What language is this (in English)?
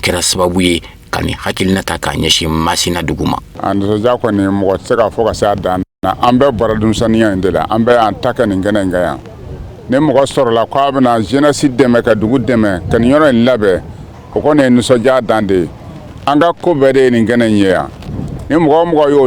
Bambara